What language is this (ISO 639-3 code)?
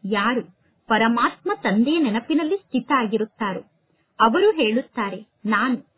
kan